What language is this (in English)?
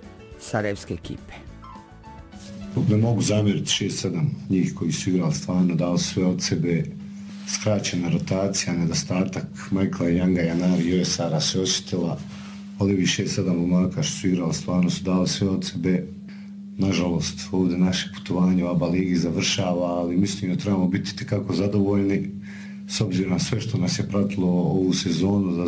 Bosnian